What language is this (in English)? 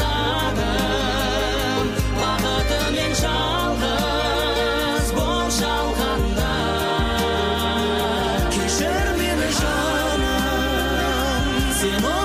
Kazakh